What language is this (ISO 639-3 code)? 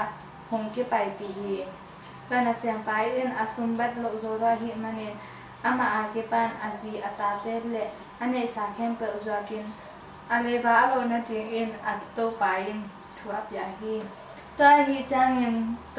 ctd